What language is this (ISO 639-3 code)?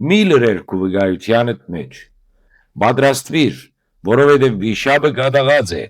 hyw